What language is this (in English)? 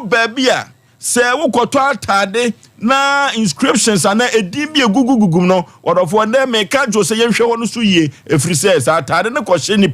Akan